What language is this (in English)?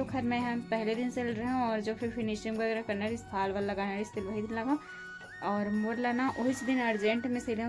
Chhattisgarhi